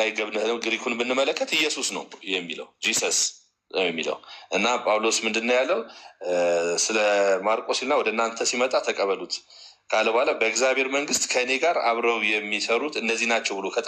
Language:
Amharic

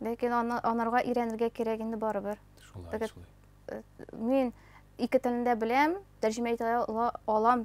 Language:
Tatar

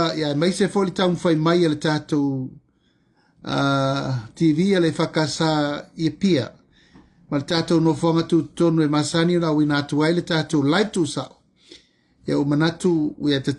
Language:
Samoan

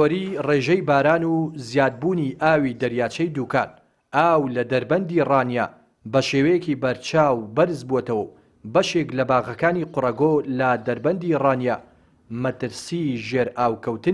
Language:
Central Kurdish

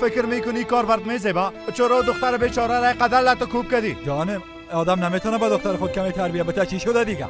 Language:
Persian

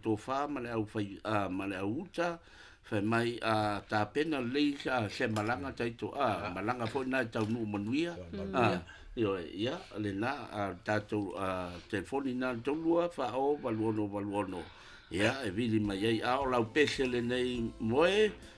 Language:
Samoan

